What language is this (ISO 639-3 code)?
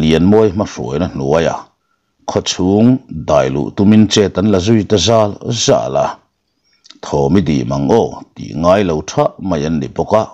lus